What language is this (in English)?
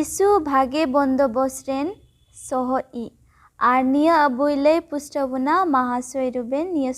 Santali